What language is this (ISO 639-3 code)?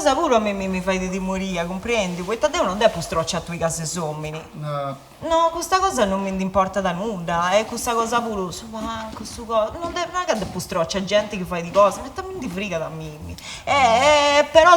srd